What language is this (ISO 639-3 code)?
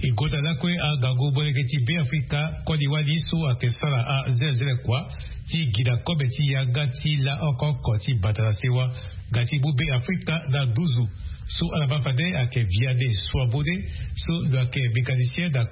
sag